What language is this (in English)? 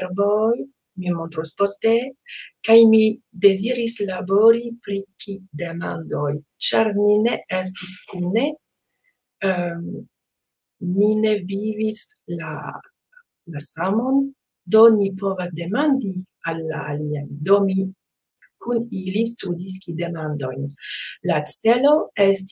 Esperanto